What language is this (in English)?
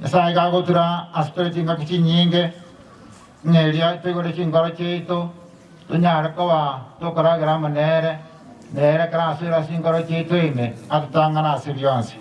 Gusii